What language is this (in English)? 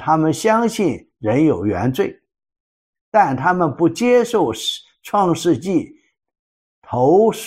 Chinese